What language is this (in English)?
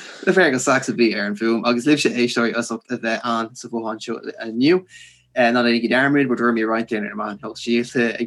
Irish